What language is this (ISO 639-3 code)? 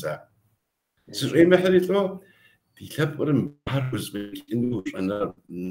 kbd